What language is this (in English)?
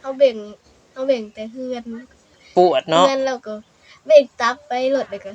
Northeastern Thai